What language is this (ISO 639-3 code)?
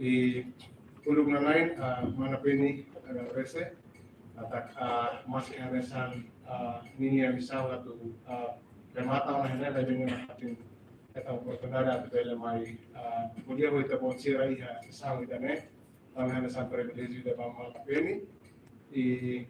tet